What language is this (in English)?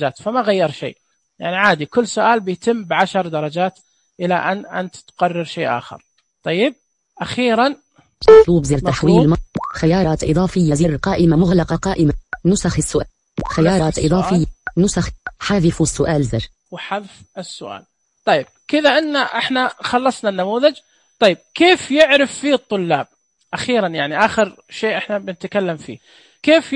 Najdi Arabic